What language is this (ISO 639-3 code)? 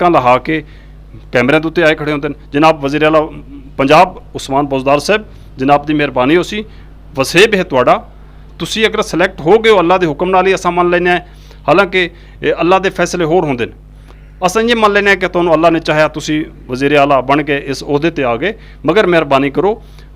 skr